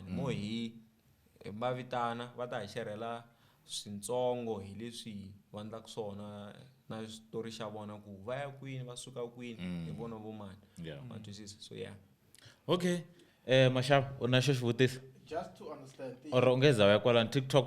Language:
Tsonga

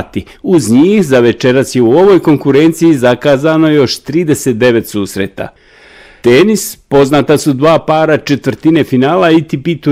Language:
Bosnian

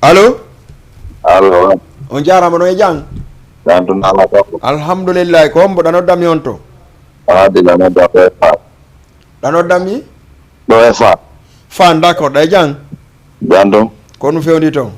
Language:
Fula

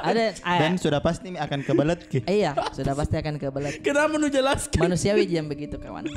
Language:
Makassar Malay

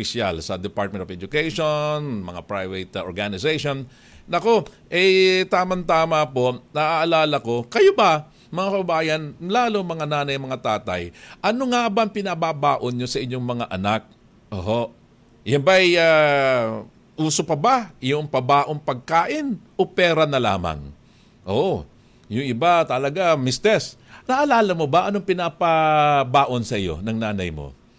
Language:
Filipino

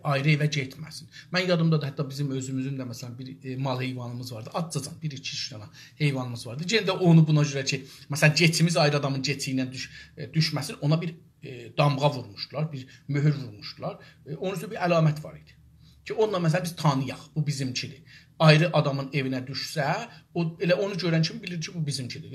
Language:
South Azerbaijani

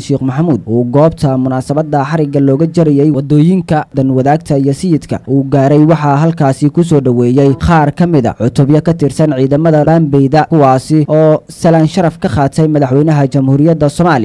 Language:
Somali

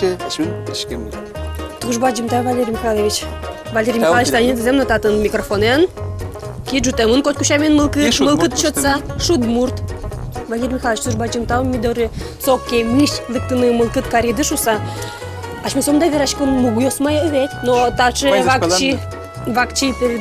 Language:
Udmurt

